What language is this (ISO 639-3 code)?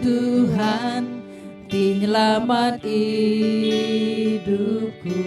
iba